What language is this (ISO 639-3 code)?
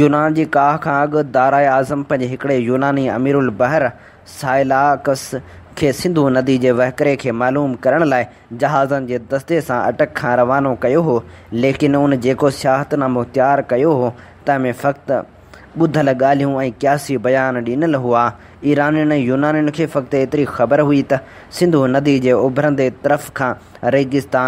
snd